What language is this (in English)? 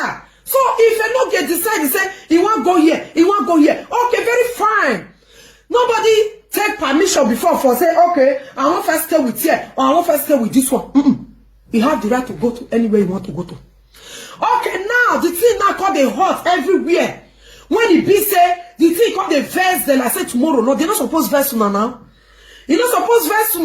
Nigerian Pidgin